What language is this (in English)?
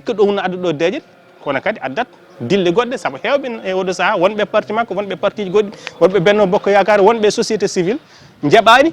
Fula